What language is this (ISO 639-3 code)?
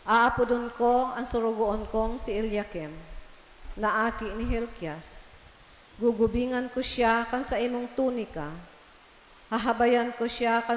bik